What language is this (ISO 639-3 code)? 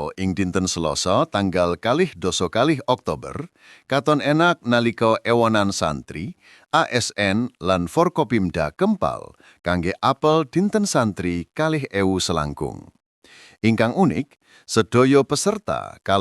jav